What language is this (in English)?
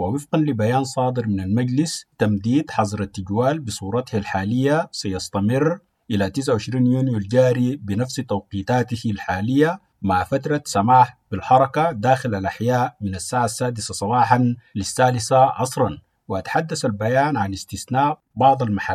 Arabic